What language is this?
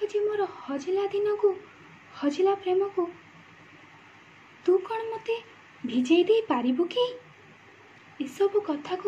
Odia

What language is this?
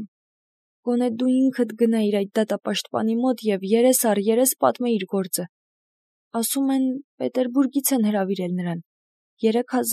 Armenian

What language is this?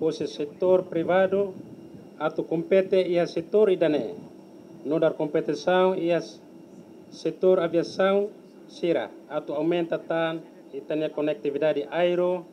Tetum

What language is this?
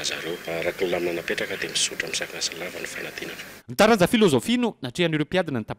Malagasy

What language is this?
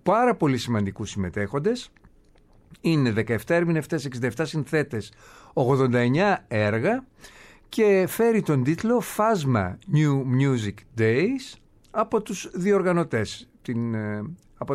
Greek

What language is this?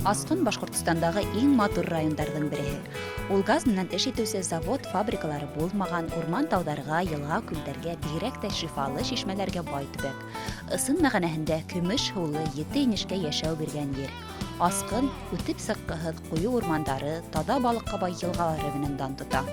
Bashkir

